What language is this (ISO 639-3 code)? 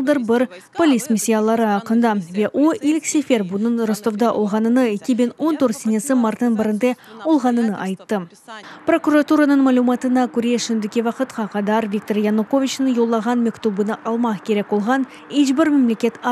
crh